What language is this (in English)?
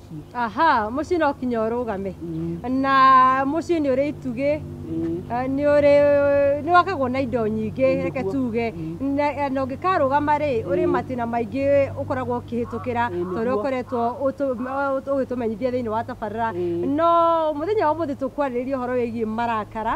Kikuyu